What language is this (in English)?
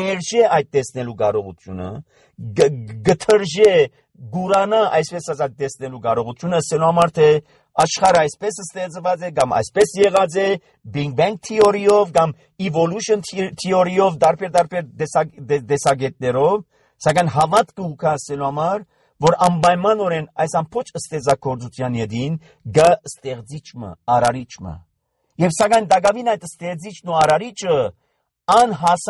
Armenian